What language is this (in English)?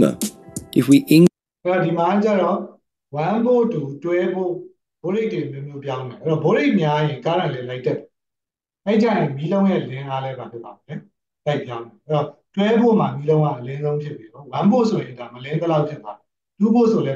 Burmese